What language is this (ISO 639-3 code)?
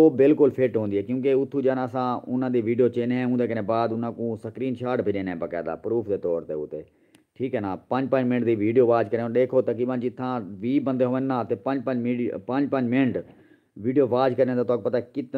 skr